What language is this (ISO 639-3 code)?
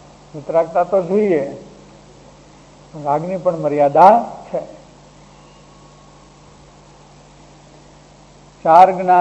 guj